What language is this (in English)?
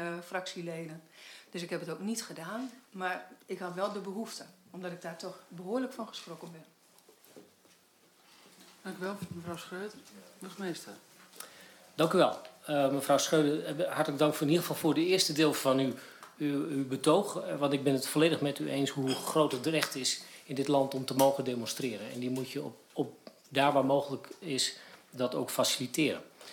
Dutch